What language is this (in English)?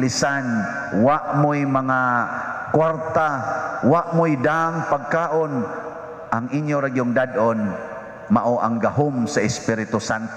Cebuano